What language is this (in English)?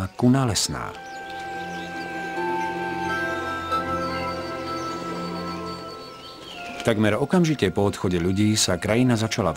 Slovak